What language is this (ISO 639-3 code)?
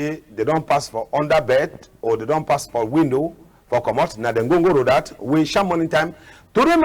wes